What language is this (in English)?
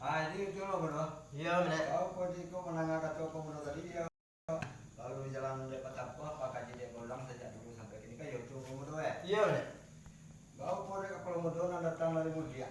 Minangkabau